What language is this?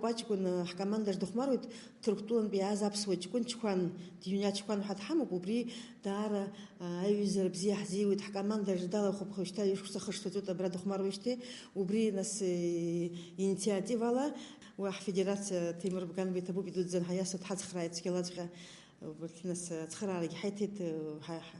Abkhazian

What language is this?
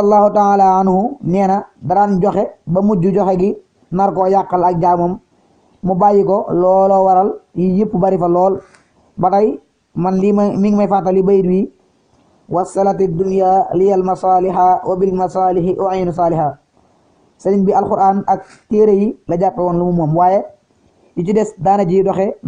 Wolof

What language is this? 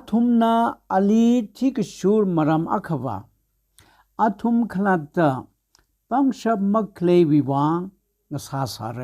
Tangkhul Naga (India)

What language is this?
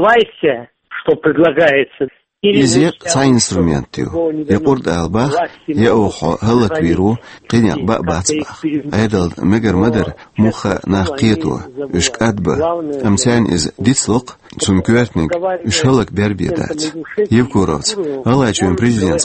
Chechen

